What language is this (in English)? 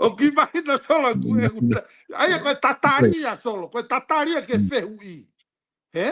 Tongan